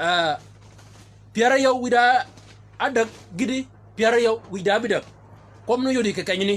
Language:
Shilluk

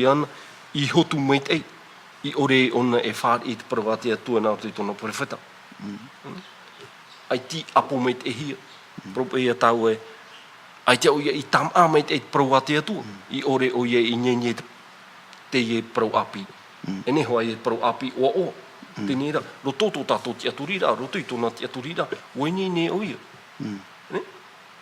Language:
Tahitian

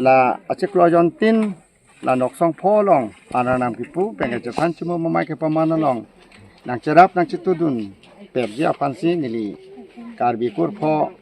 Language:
Karbi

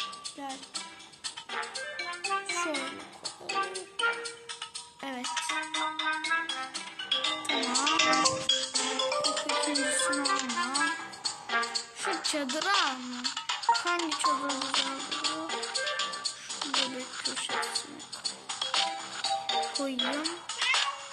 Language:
Turkish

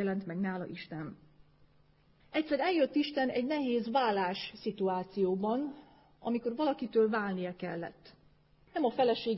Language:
Hungarian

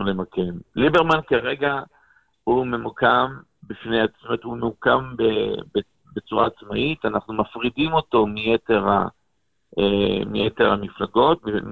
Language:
Hebrew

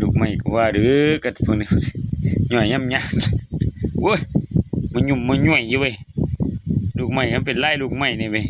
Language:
Lao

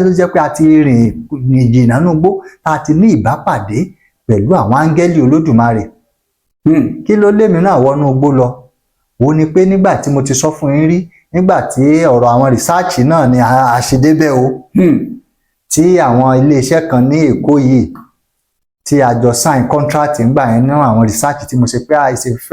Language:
Yoruba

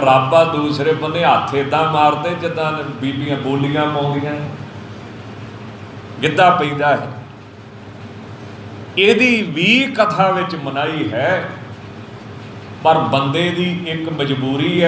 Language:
Punjabi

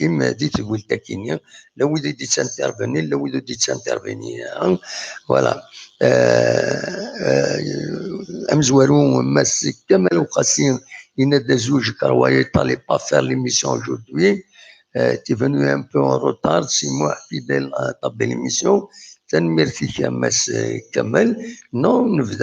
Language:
Kabyle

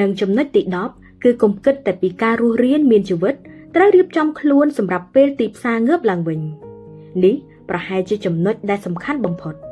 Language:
Khmer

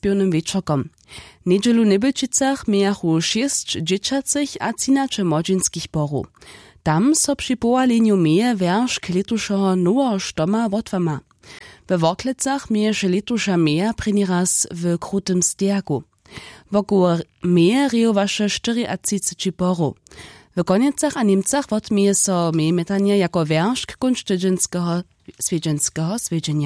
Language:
Upper Sorbian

